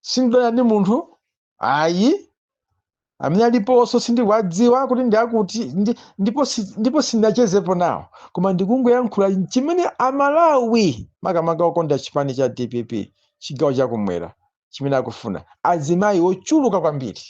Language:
Nyanja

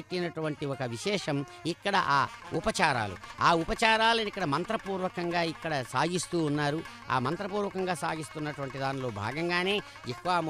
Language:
Telugu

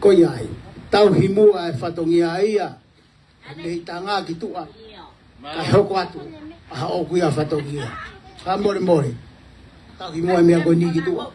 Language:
Tongan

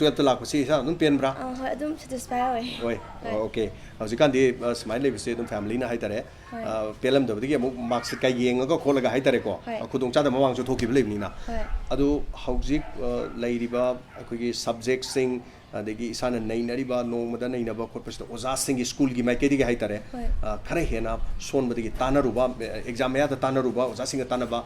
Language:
Manipuri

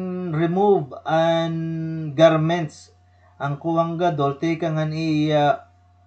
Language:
Waray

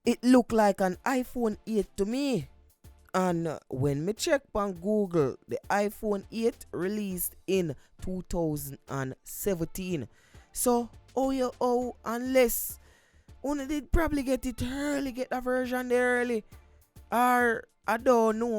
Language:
Jamaican Creole English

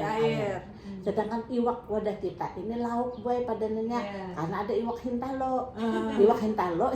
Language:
Banjar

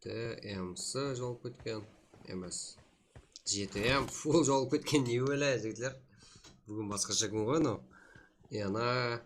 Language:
Kara-Kalpak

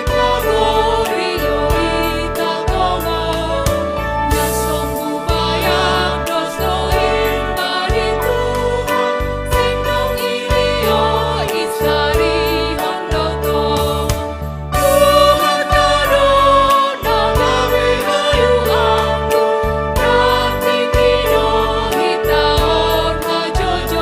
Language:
Batak Simalungun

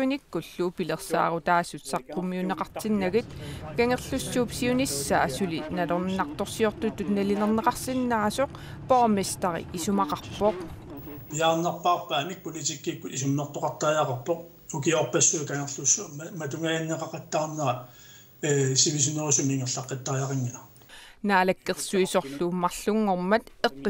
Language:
Kalaallisut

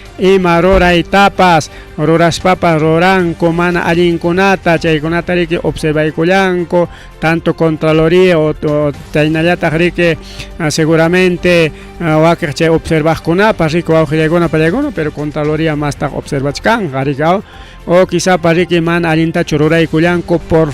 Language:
Ayacucho Quechua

